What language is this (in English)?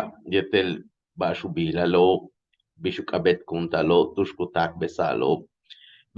Yucateco